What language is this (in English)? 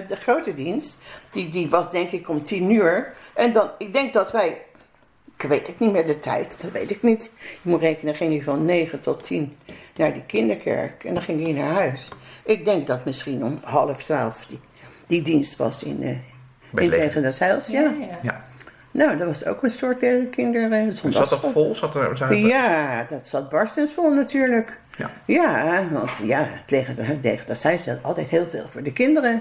Dutch